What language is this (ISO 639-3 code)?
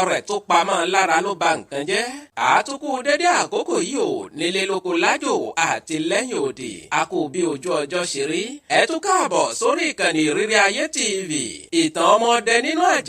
yor